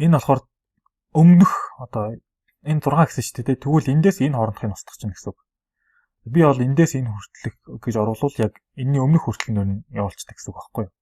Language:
Mongolian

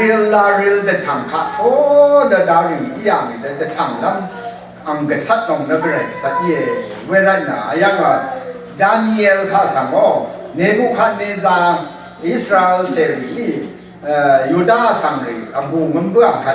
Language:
Rawang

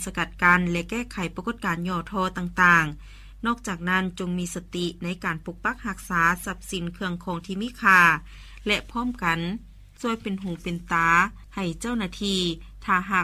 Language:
Lao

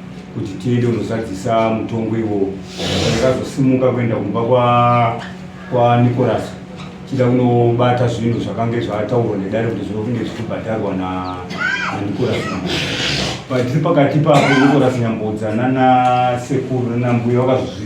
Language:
Shona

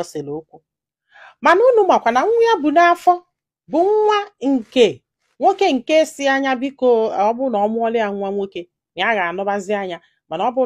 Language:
Igbo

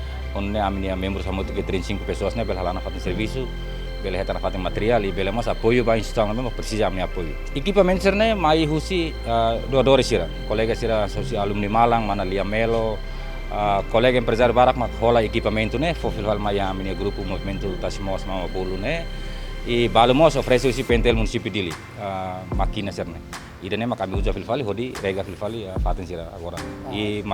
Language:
Tetum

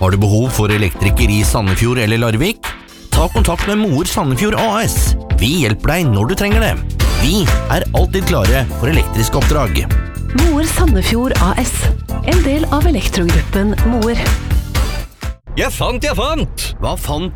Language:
Norwegian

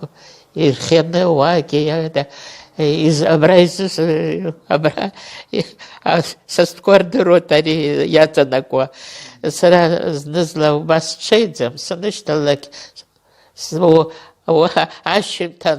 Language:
Abkhazian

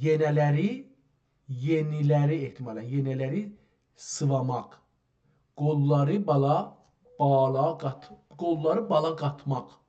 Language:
South Azerbaijani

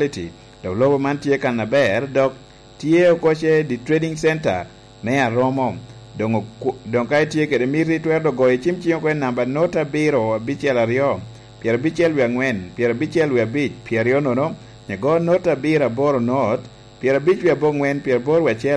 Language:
Lango (Uganda)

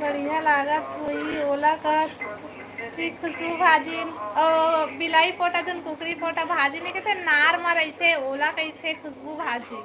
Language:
Chhattisgarhi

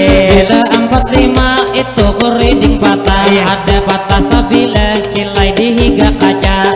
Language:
Banjar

